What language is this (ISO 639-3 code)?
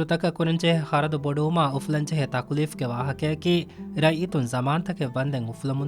div